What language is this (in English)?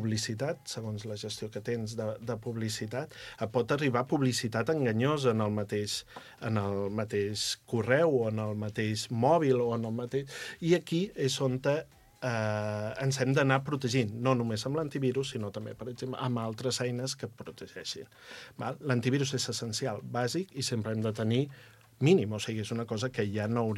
Catalan